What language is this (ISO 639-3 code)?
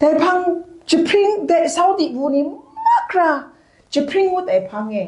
kac